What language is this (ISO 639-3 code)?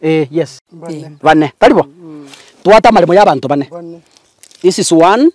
guz